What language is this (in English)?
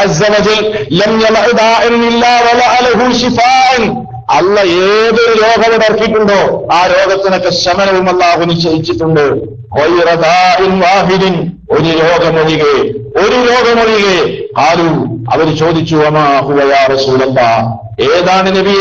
Malayalam